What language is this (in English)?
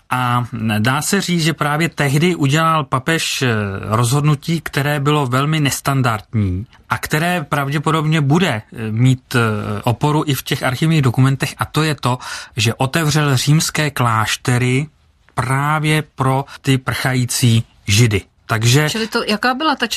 Czech